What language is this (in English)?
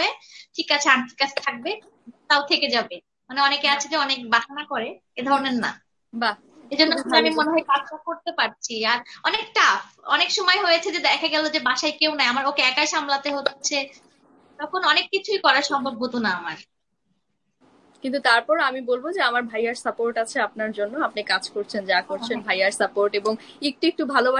Bangla